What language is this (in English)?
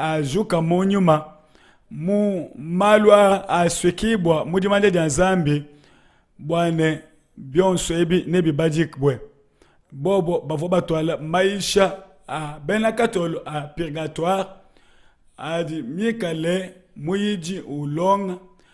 Luba-Lulua